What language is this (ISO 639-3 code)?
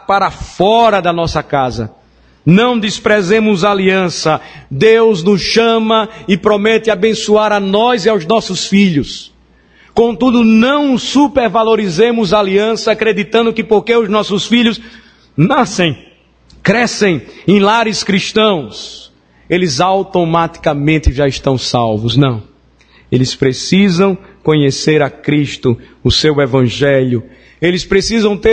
por